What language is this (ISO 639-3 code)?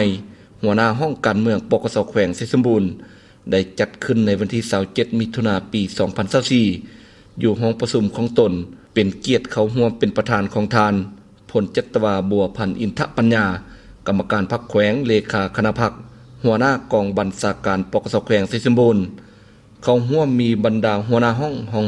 lao